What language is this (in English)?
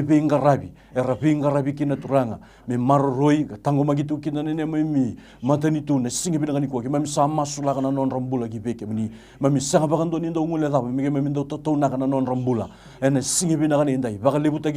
Fijian